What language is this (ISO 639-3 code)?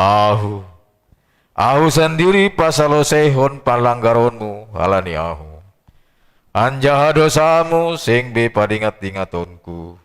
bts